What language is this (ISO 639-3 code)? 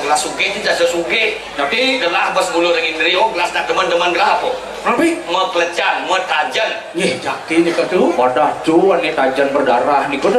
ban